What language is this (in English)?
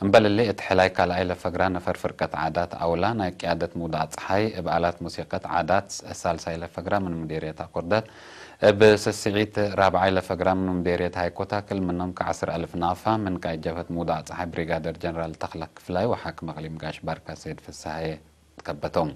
Tigre